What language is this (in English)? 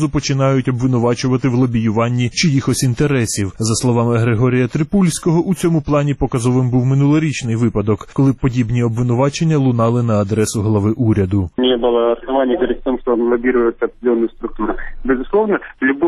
Ukrainian